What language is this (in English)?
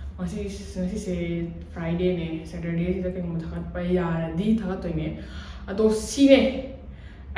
Manipuri